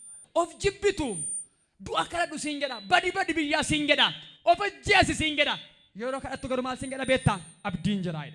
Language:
Oromo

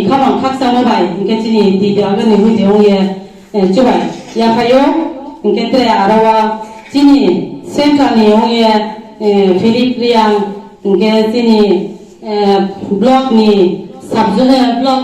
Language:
Kok Borok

